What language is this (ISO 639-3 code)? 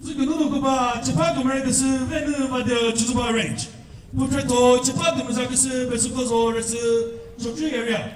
nri